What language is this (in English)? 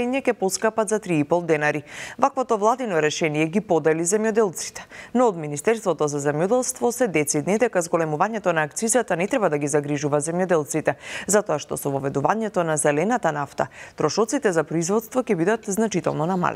Macedonian